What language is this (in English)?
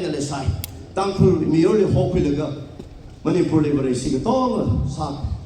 Tangkhul Naga (India)